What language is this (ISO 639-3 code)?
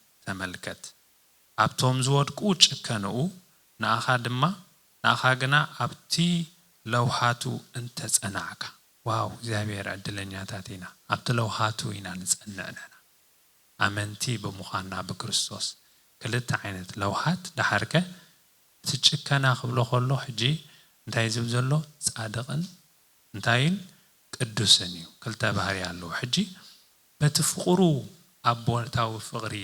tir